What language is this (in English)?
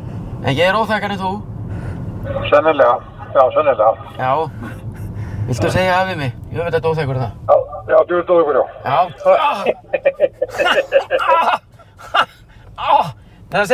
Icelandic